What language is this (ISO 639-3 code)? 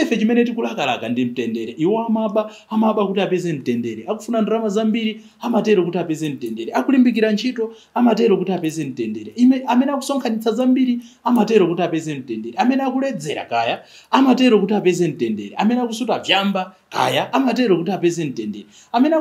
nya